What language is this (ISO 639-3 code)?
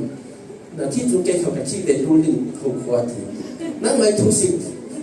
cfm